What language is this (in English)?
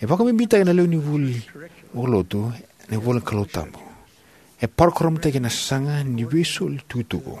Fijian